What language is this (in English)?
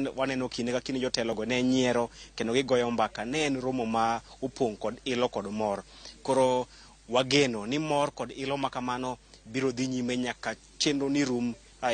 Luo (Kenya and Tanzania)